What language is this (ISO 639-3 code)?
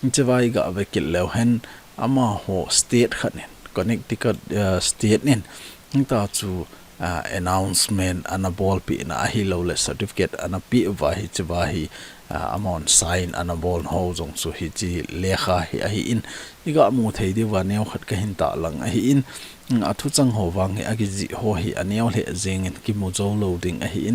tcz